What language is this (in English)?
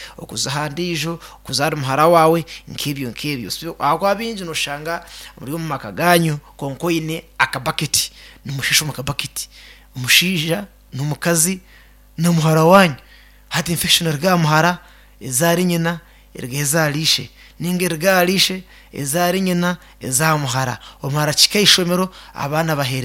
Nyankole